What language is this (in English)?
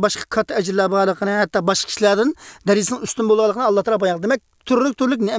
Uyghur